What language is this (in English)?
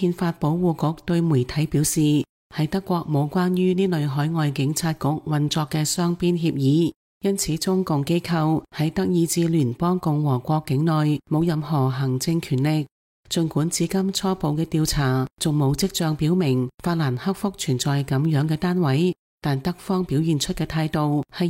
Cantonese